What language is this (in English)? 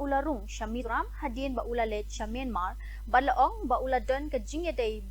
Khasi